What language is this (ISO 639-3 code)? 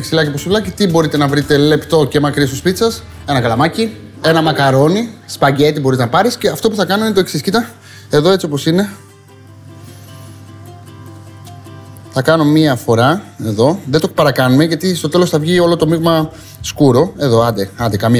ell